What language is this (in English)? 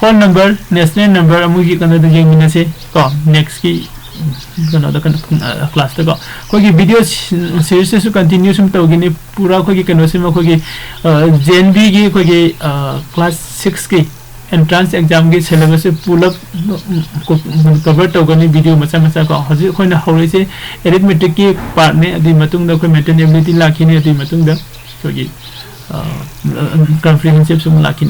Manipuri